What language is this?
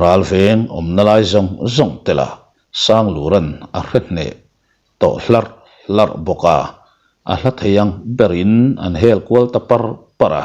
Mizo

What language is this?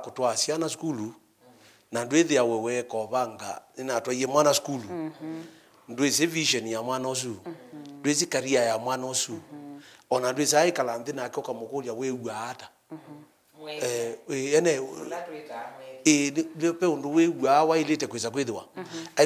Kamba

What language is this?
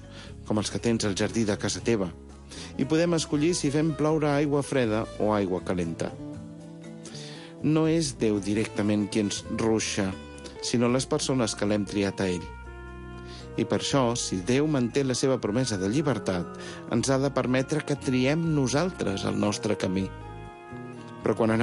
Catalan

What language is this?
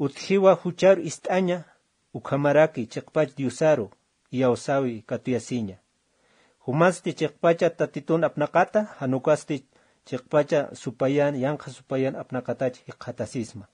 Aymara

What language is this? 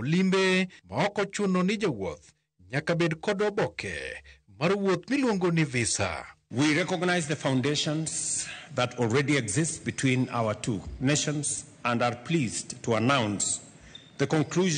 Luo (Kenya and Tanzania)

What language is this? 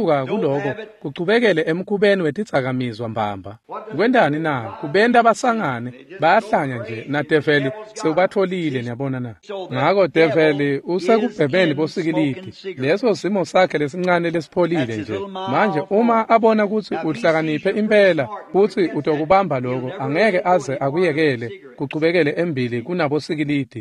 Swati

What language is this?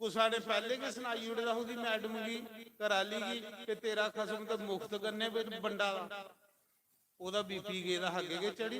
Dogri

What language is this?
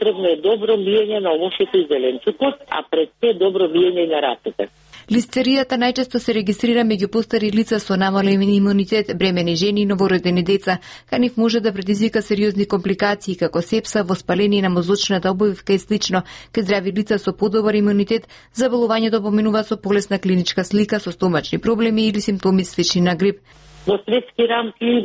Macedonian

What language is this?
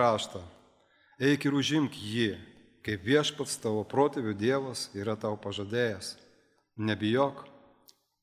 Lithuanian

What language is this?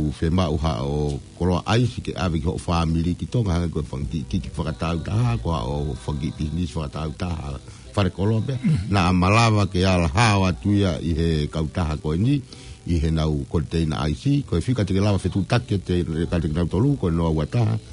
Tongan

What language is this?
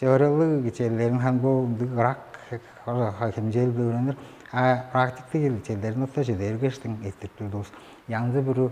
Tuvinian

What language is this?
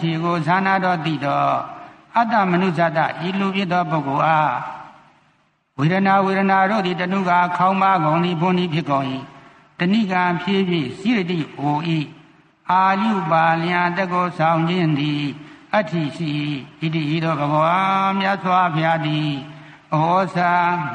Burmese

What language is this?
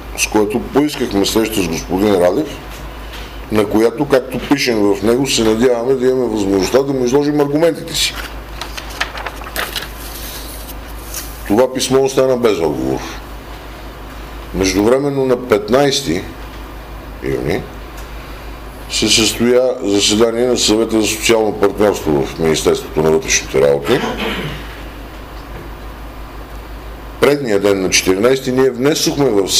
Bulgarian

